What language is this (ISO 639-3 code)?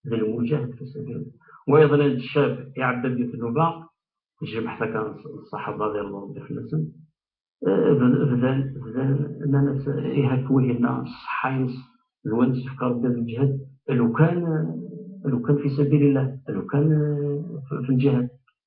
kab